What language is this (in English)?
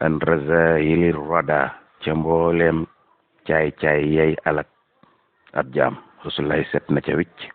Wolof